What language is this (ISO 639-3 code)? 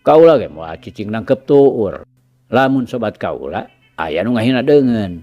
sun